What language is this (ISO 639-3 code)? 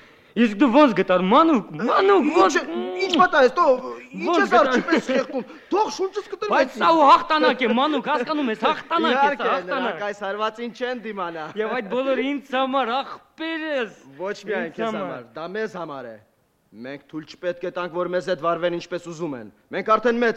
hye